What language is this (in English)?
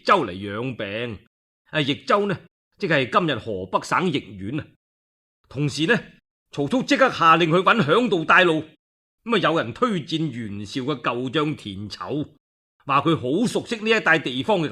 Cantonese